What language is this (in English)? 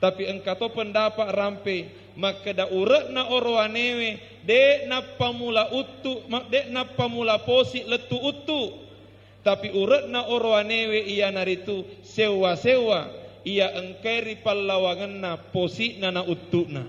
Buginese